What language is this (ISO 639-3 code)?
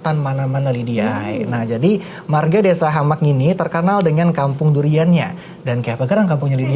bjn